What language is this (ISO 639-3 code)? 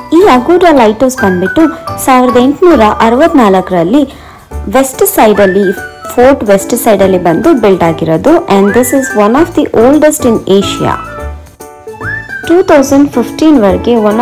kan